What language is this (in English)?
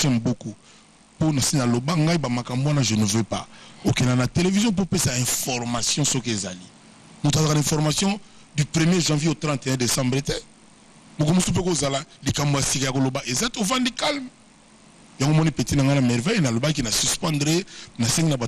Lingala